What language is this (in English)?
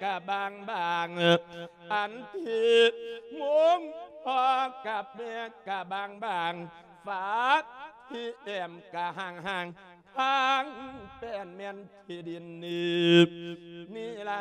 Lao